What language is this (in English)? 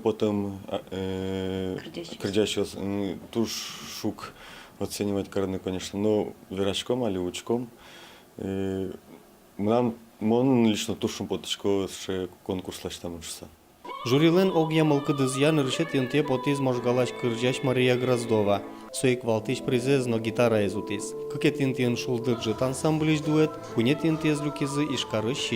Udmurt